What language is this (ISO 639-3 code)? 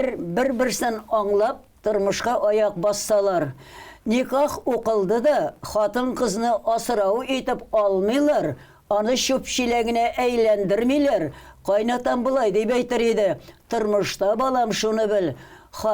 tat